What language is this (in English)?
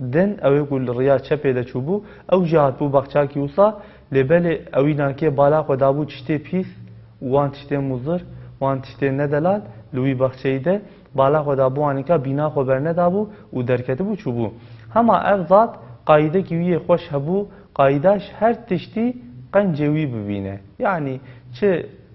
Kurdish